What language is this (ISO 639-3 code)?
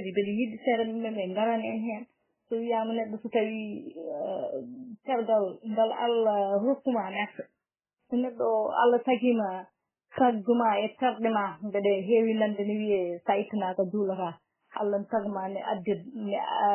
ful